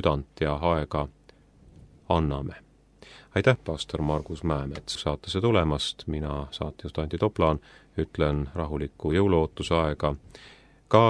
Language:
Estonian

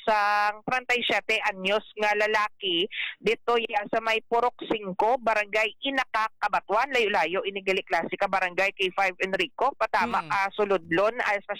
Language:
Hiligaynon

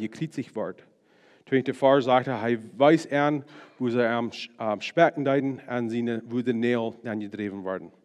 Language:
Plautdietsch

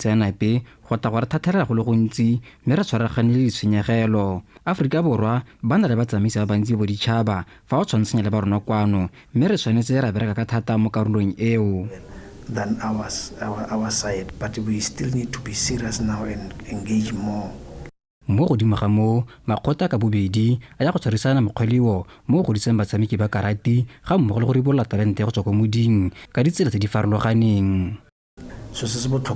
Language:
Tswana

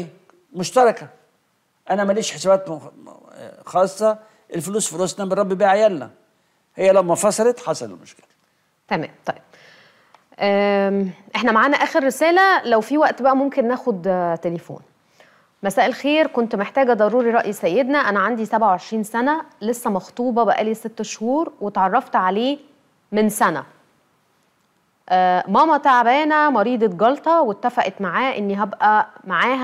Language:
Egyptian Arabic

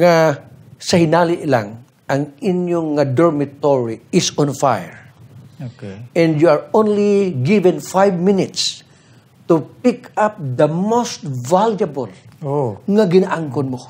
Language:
Hiligaynon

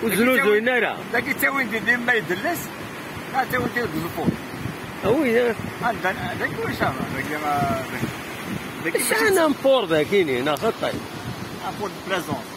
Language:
Kabyle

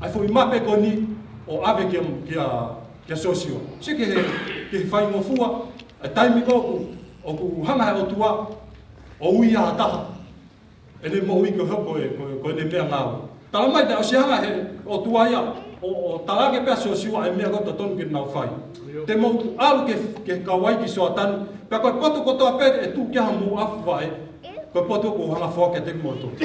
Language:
Tongan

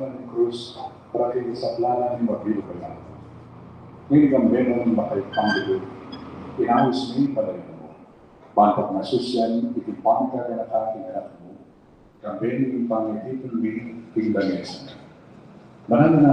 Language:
Pampanga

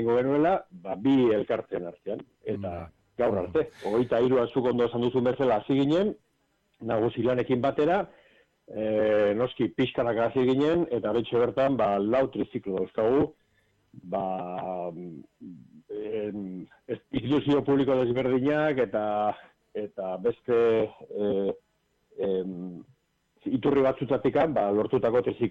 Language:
Basque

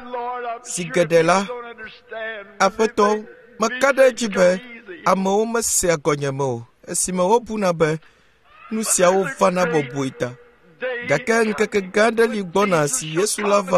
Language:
Ewe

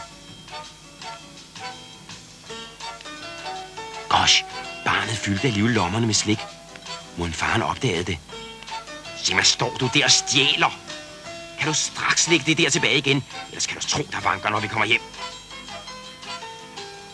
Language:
Danish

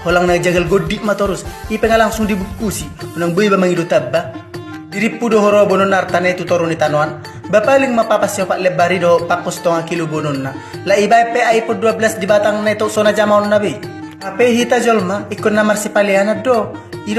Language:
Batak Toba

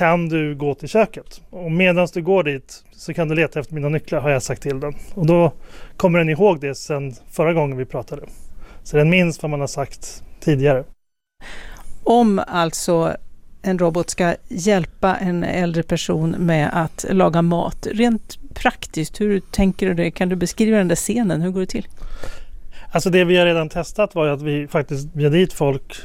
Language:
Swedish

